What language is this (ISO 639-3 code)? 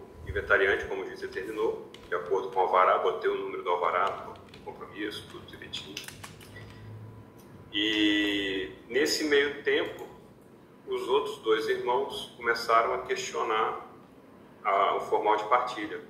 por